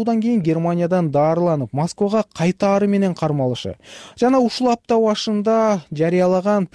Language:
Kyrgyz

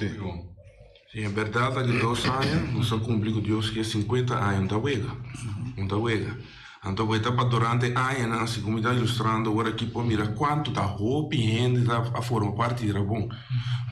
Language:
Papiamento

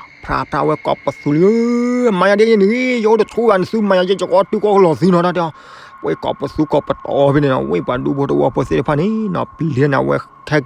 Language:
S'gaw Karen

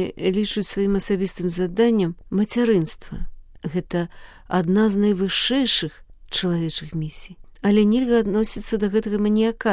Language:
Belarusian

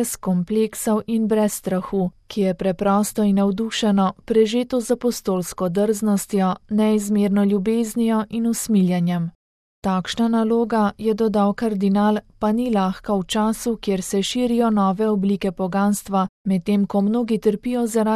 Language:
Slovenian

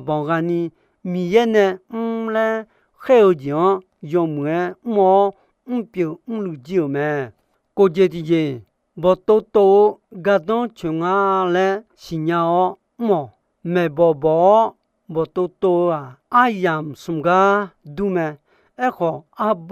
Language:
Akha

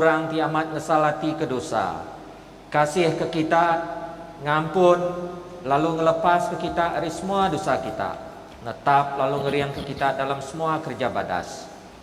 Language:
Iban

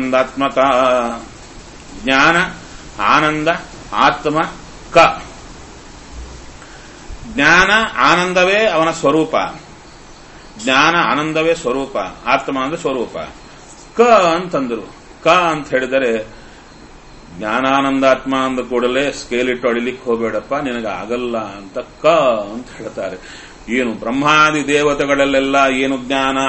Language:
Kannada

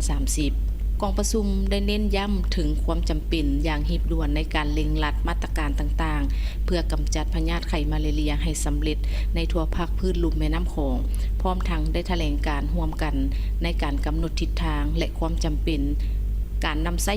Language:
Lao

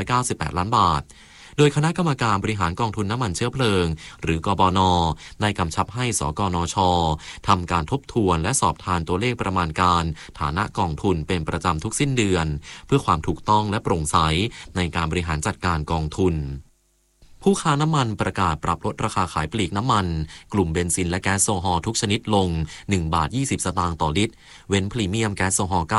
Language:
Thai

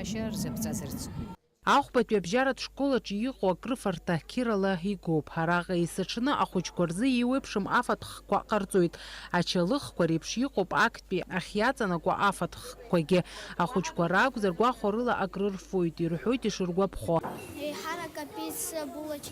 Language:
Abkhazian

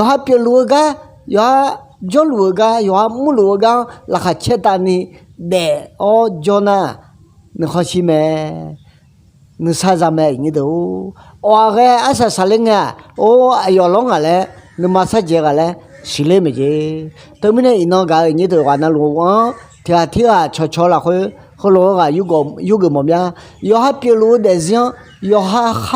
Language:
Akha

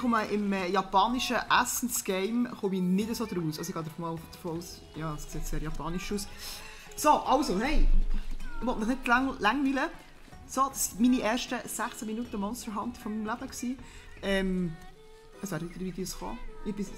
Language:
Swiss German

